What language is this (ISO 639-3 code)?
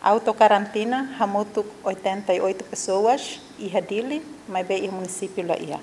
tet